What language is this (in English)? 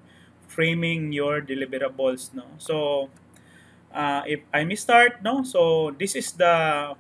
Cebuano